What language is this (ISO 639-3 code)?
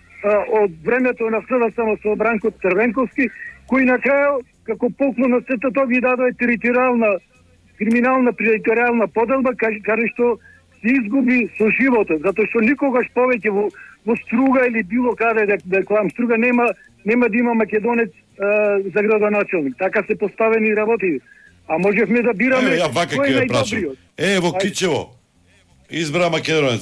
mkd